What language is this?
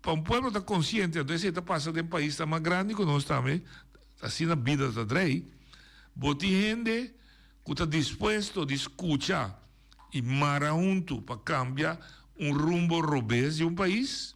Papiamento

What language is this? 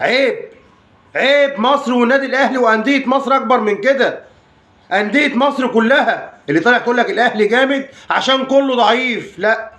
Egyptian Arabic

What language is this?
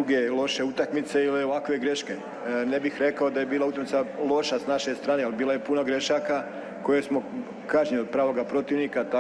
Serbian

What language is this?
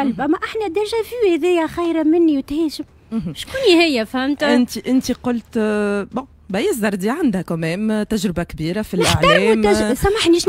Tunisian Arabic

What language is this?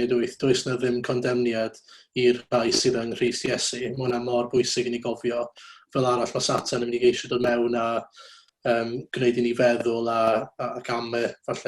Welsh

